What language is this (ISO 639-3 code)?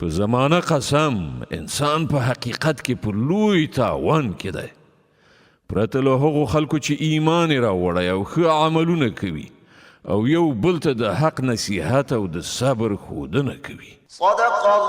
pus